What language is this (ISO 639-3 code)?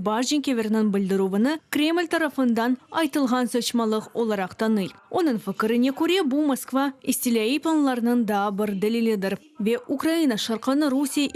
crh